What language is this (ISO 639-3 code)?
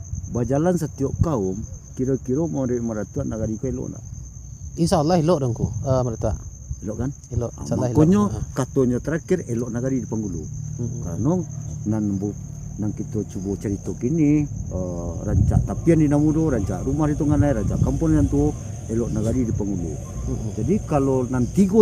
min